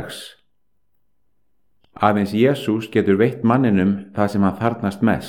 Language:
Icelandic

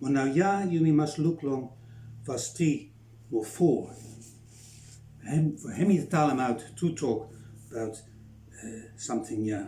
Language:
Bislama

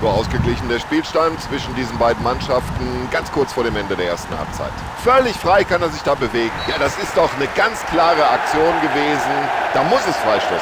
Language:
Bavarian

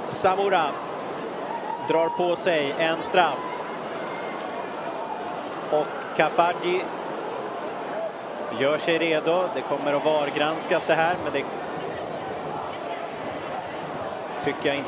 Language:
Swedish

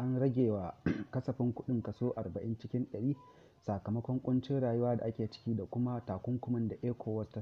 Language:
Hausa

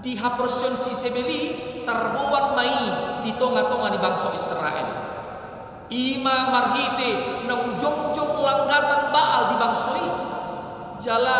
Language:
Batak Toba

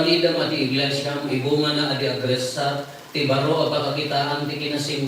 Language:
Iloko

